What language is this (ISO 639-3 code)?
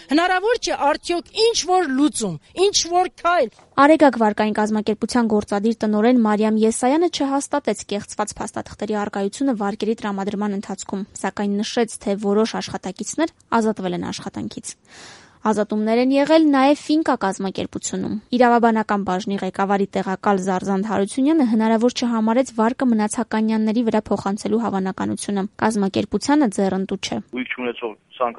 hye